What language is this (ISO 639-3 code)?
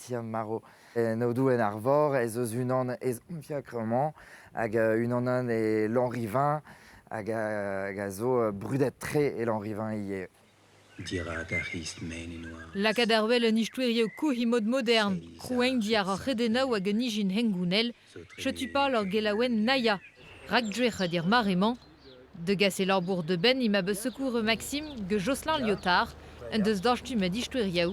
bre